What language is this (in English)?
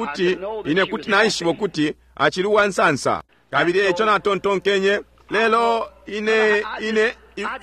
Bemba